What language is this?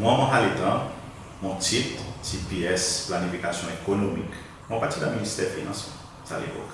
Seselwa Creole French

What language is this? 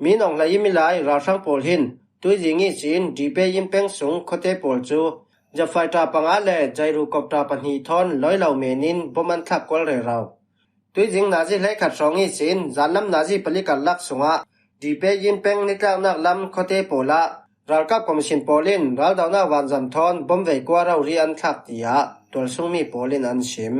Falam Chin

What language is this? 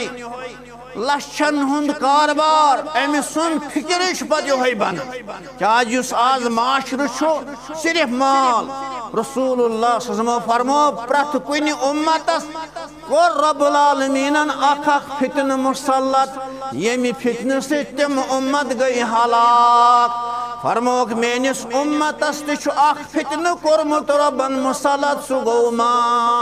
Kashmiri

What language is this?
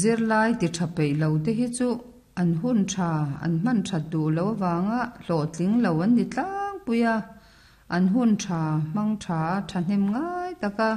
Mizo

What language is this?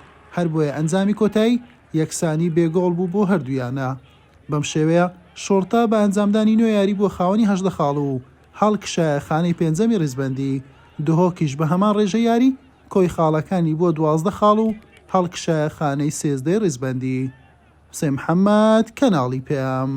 Central Kurdish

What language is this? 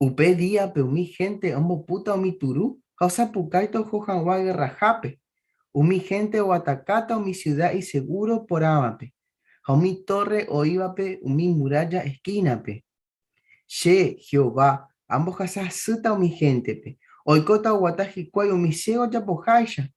Guarani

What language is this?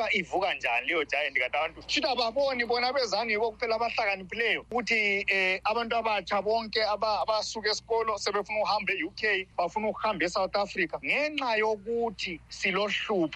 North Ndebele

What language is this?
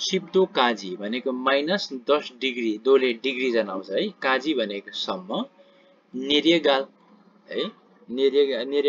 Nepali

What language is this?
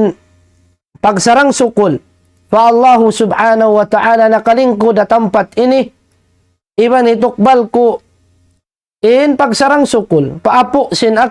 Tausug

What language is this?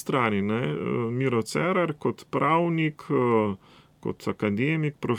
Slovenian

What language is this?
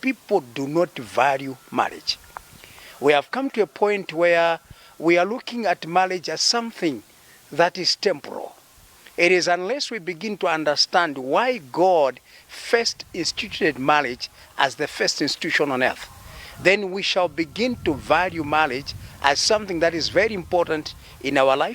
English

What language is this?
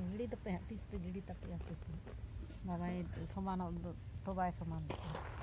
Santali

